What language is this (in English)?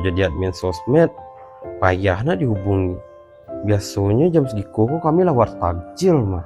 Minangkabau